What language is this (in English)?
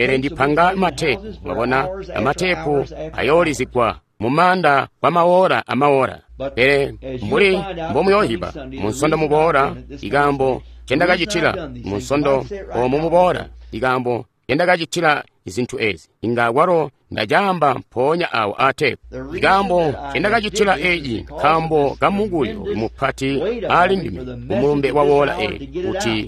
Tonga (Zambia)